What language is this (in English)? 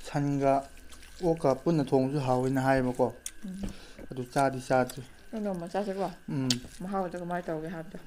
Manipuri